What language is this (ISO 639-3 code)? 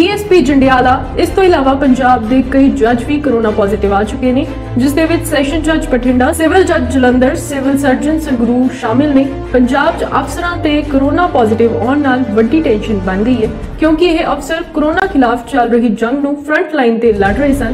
pan